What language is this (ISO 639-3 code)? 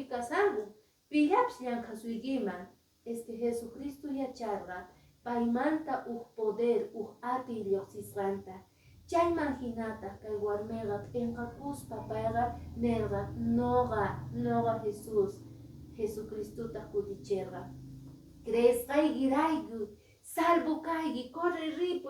que